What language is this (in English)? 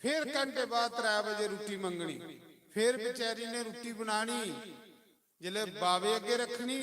Dogri